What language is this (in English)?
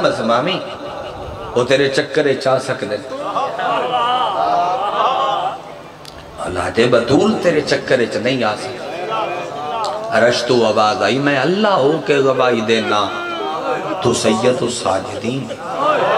Urdu